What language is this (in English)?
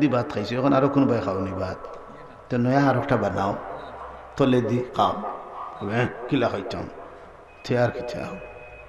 Sylheti